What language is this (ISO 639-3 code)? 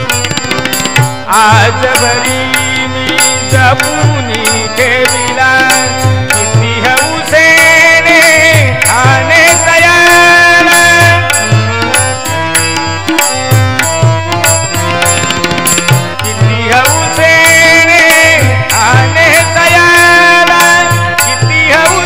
mar